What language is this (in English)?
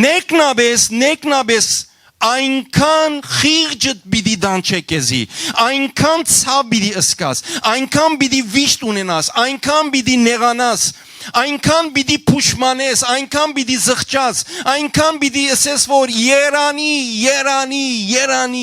Western Armenian